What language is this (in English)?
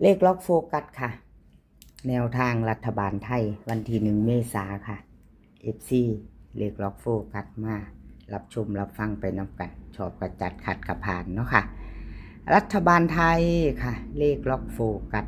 Northeastern Thai